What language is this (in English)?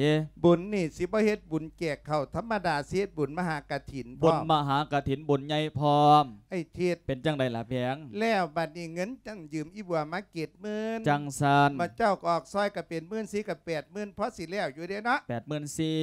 Lao